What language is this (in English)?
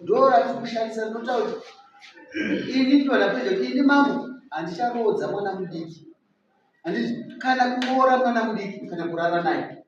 Shona